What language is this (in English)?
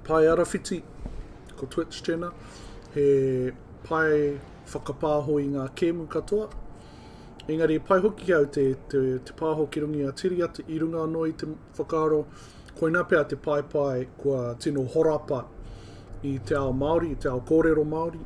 Māori